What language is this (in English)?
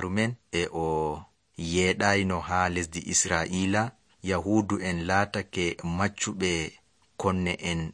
Nigerian Fulfulde